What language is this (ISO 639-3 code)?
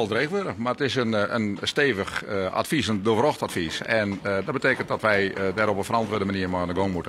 fry